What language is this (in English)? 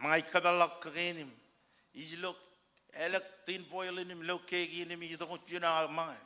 Marshallese